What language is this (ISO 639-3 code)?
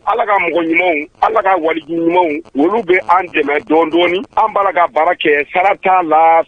bam